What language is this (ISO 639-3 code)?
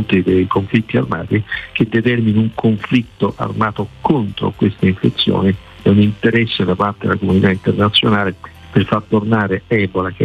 ita